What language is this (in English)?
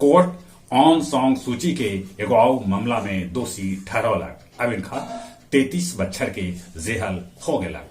Magahi